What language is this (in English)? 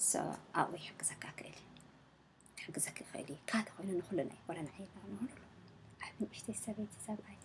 Tigrinya